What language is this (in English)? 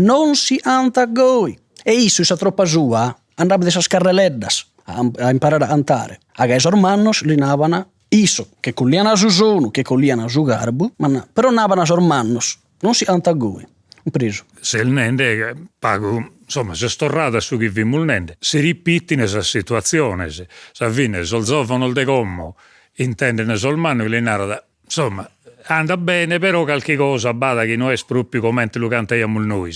Sardinian